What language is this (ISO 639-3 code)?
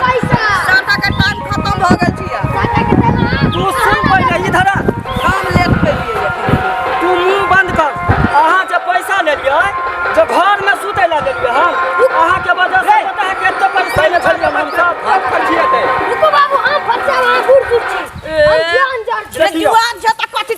mai